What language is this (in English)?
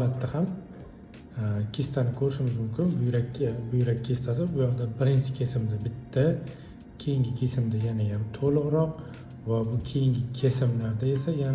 Uzbek